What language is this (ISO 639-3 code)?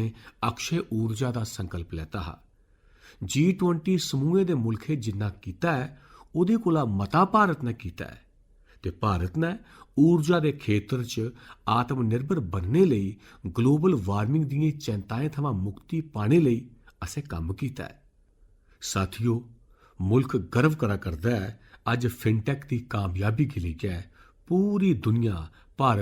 doi